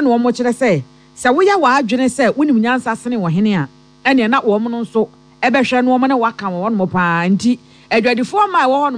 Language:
Akan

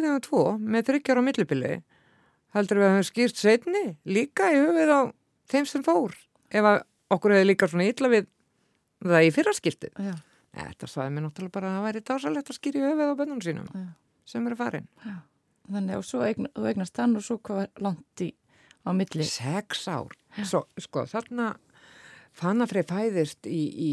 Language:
Icelandic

